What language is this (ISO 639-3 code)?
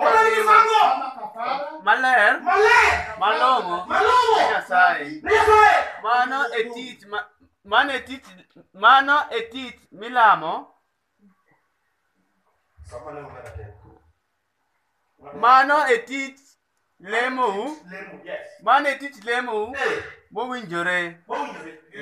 luo